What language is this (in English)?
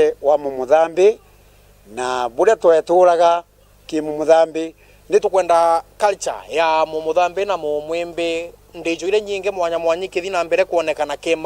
Meru